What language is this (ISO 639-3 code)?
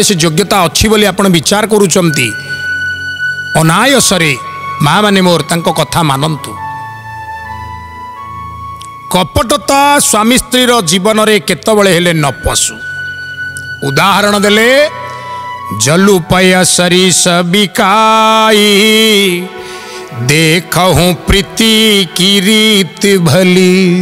ori